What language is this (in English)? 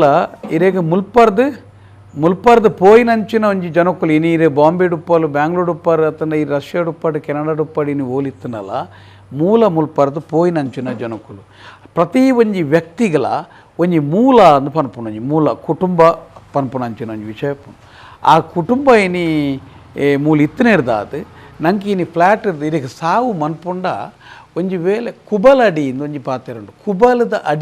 Tulu